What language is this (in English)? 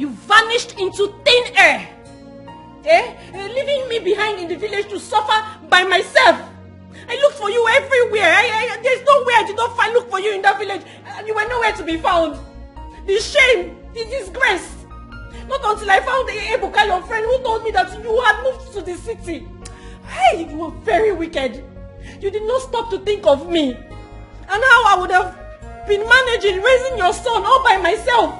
Nigerian Pidgin